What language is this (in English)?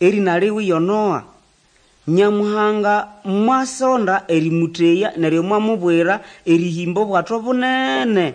Nande